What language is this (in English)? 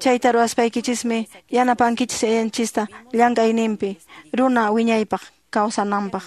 Quechua